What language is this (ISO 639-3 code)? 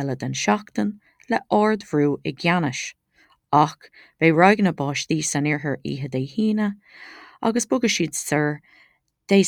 gle